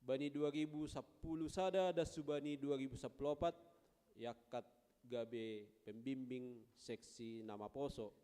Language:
Batak Simalungun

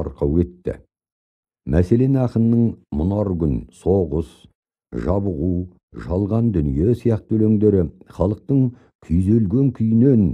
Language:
Kazakh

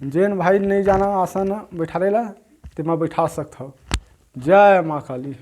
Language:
Chhattisgarhi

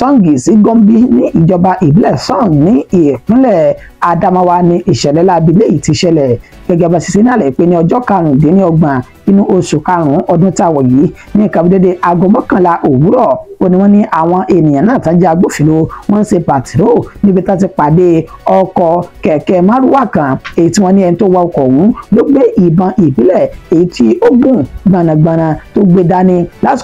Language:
Yoruba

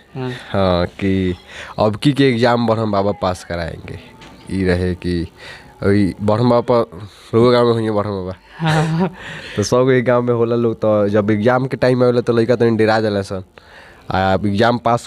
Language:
Bhojpuri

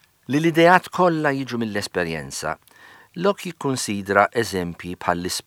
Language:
Maltese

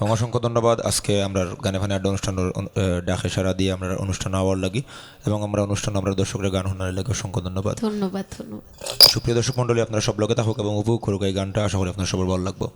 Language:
Sylheti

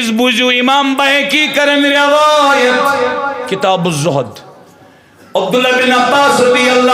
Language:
Kashmiri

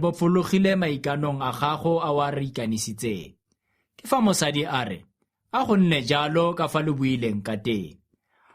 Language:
Tswana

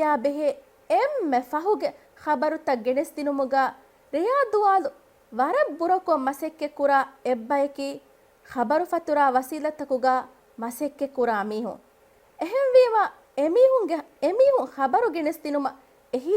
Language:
Divehi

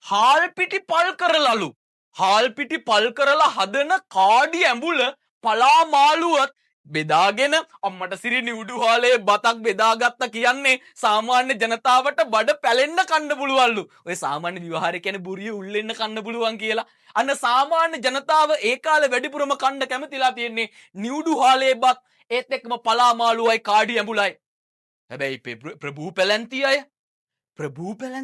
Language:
Sinhala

